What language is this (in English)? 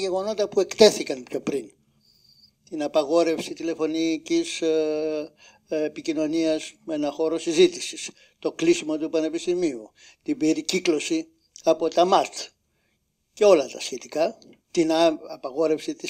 Greek